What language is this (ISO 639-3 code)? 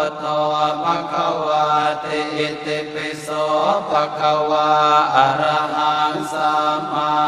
pli